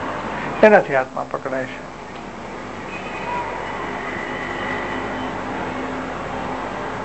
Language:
Gujarati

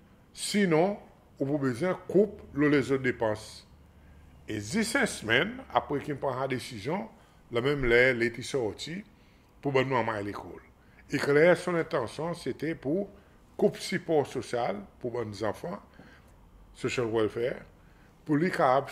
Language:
Seselwa Creole French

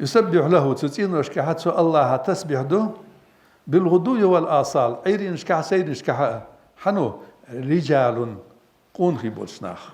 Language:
Ingush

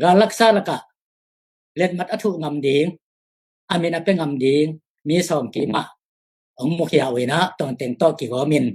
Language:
Tedim Chin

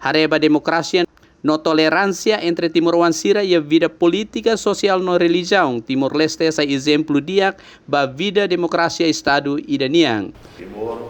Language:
Tetum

